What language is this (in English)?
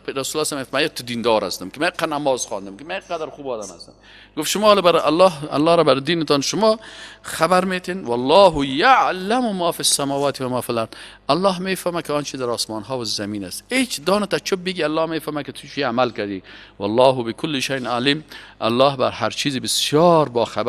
Persian